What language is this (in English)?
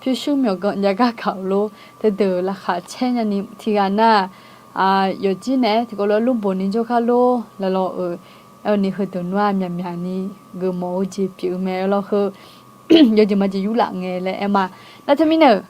Akha